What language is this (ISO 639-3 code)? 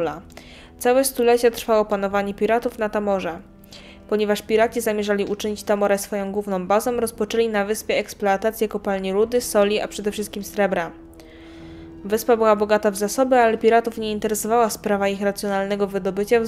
pol